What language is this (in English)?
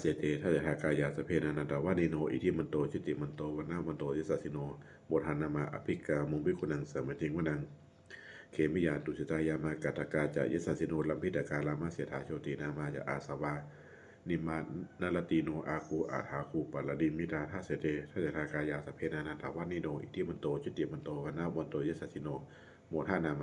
Pali